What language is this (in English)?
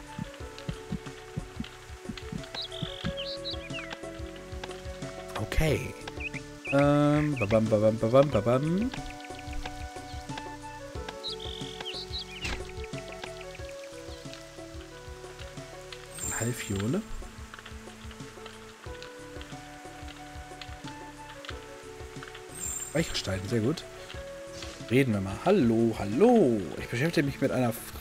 German